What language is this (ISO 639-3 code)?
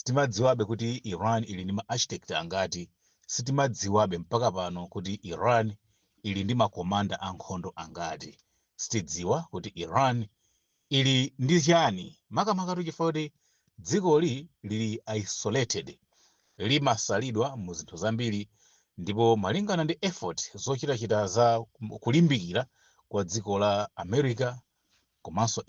nya